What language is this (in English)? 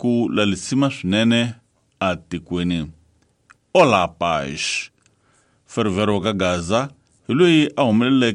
Tsonga